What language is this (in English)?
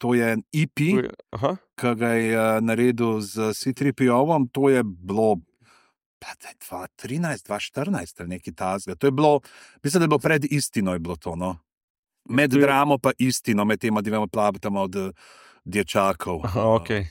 Slovenian